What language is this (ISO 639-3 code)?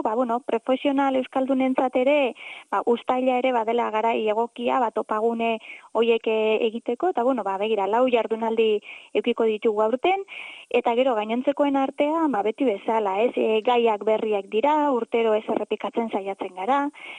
eus